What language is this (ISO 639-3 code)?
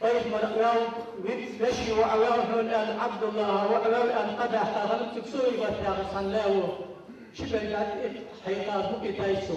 inh